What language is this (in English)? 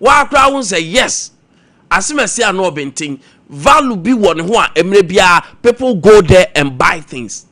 Akan